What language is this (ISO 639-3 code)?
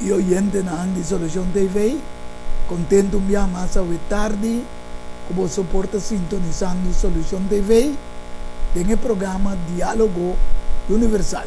pap